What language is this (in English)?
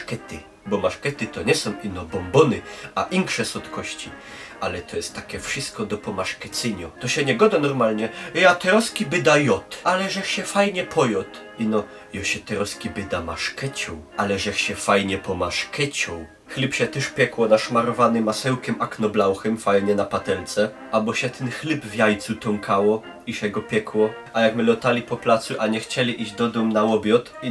Silesian